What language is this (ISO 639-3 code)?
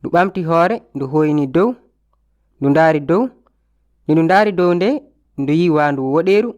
ful